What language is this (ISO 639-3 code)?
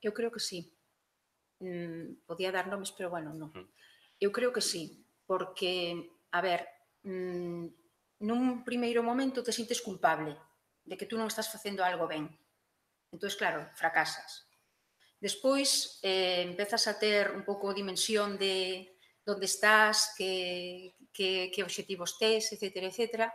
glg